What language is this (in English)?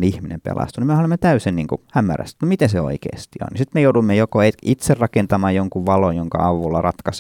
Finnish